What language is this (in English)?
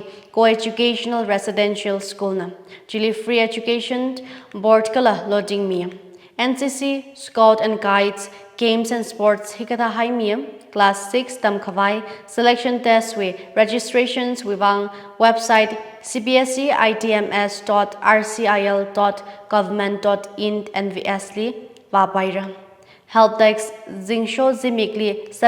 Tangkhul Naga (India)